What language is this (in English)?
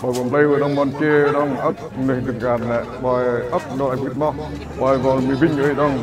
Central Mnong